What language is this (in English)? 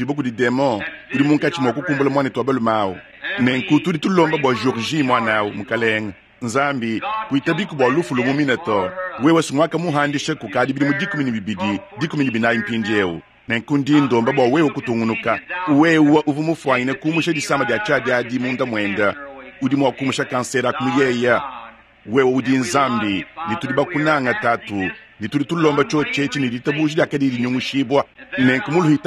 Luba-Lulua